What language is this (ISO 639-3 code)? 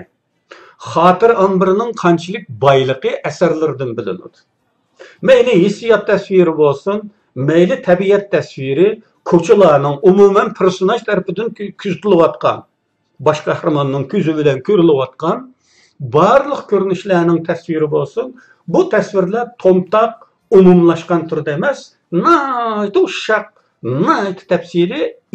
uig